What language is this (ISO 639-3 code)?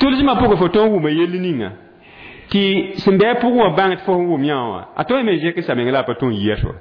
mos